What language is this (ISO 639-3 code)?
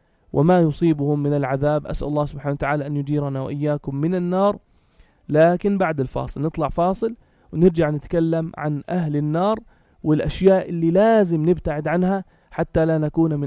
apc